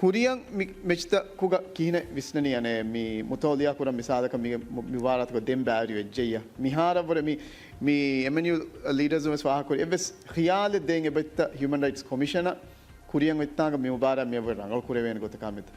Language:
Divehi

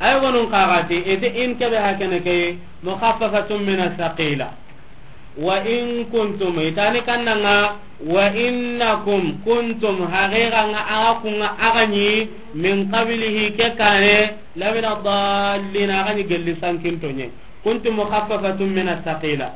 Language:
Soninke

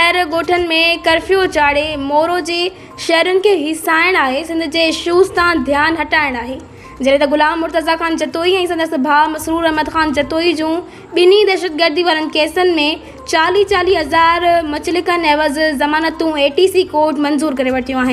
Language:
Sindhi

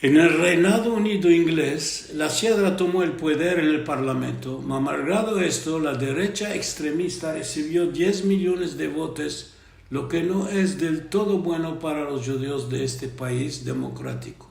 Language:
Ladino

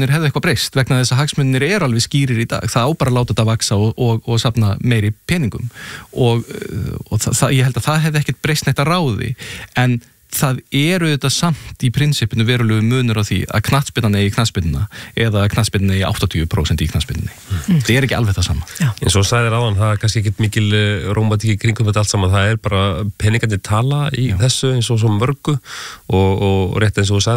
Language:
Icelandic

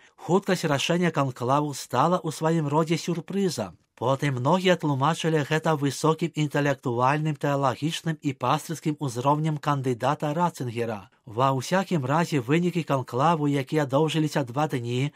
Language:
Belarusian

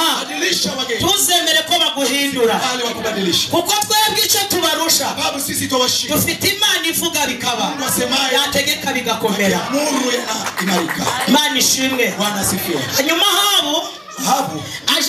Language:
Kinyarwanda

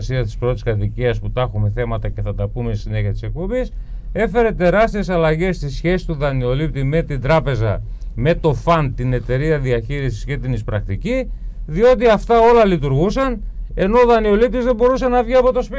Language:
Greek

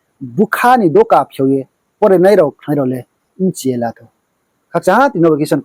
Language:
Riang (India)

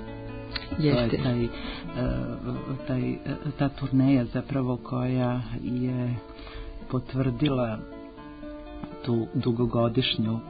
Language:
Serbian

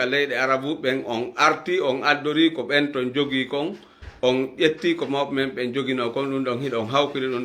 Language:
Fula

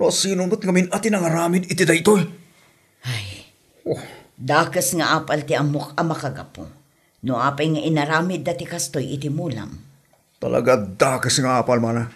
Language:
Iloko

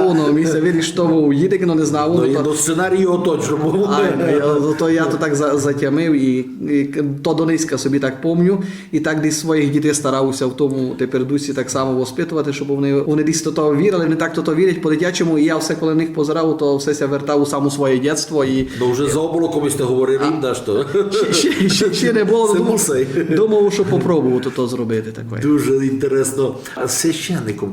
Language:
Rusyn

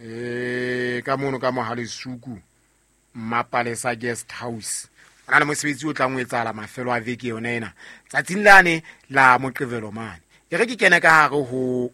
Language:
Southern Sotho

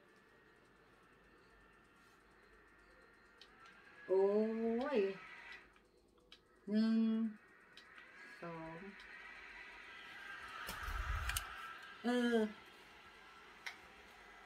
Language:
Thai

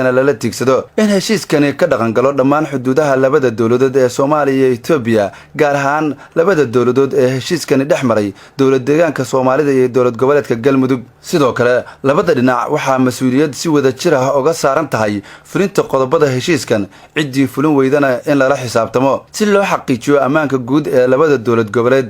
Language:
Somali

